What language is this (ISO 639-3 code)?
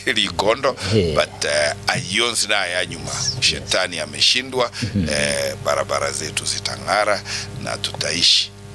guz